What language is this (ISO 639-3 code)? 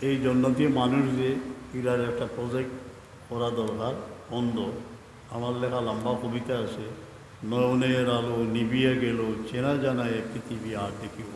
syl